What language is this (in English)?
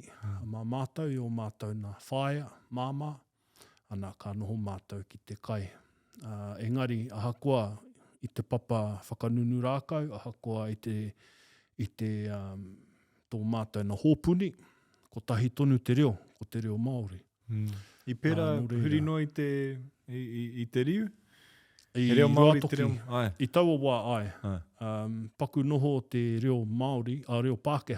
Māori